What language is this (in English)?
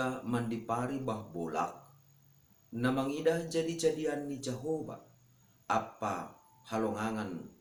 Batak Simalungun